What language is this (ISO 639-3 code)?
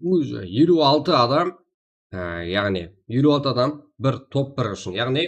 kaa